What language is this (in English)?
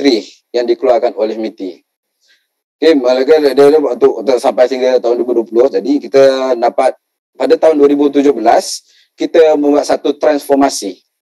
Malay